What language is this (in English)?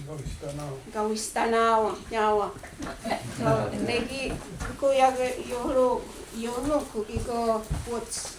Mohawk